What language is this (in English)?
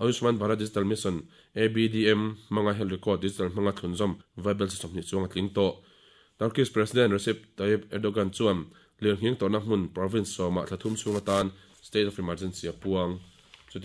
Mizo